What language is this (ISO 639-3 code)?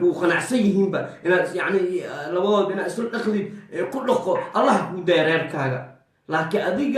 som